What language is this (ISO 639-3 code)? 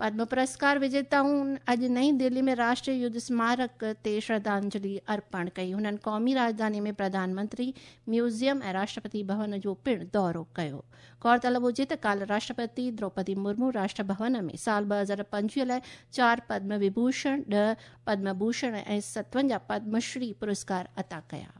snd